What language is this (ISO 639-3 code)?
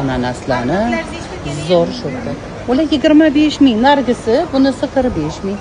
uzb